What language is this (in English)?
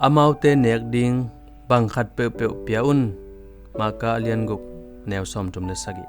Tedim Chin